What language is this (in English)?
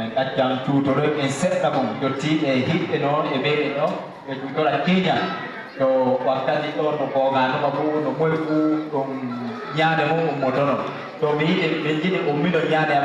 Fula